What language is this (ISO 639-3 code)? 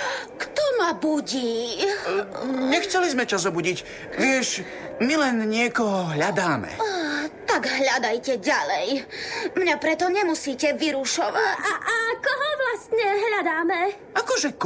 slk